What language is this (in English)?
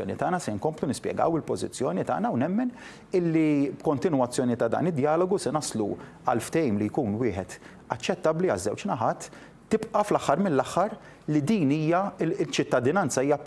Maltese